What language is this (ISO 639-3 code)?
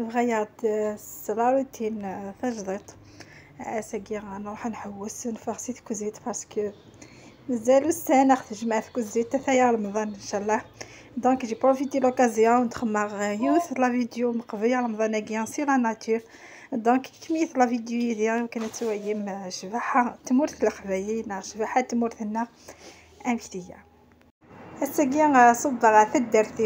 kab